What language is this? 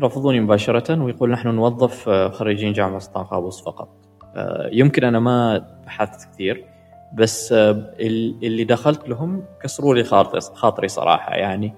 Gulf Arabic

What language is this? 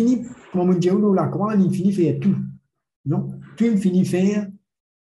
Morisyen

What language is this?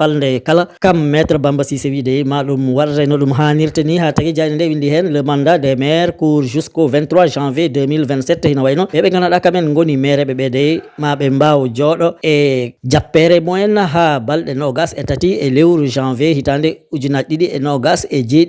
Fula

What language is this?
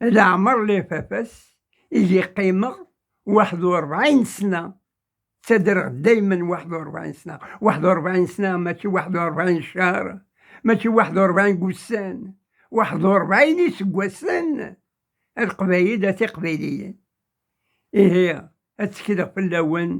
Kabyle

